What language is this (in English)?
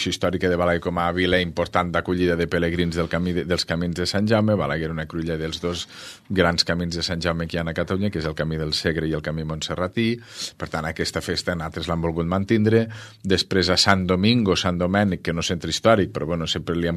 Catalan